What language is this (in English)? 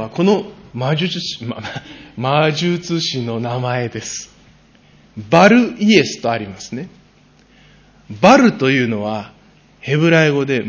Japanese